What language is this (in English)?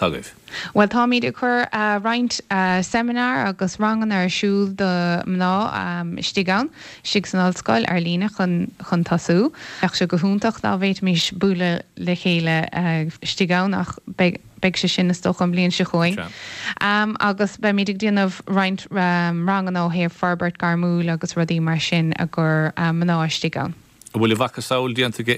Irish